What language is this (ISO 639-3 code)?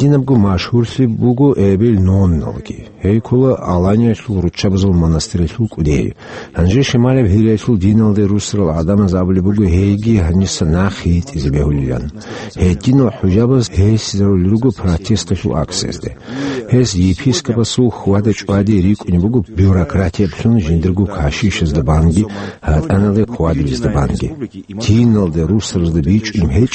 ava